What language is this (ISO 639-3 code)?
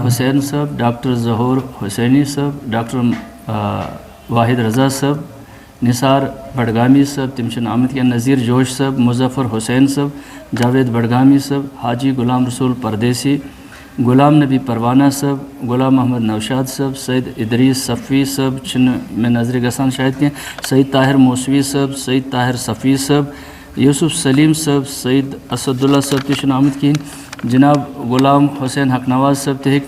kas